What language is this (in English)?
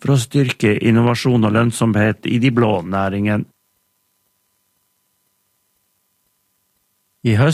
Norwegian